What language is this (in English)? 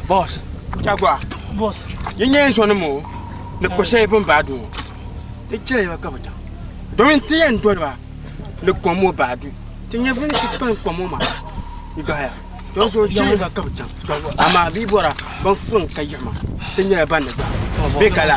Dagbani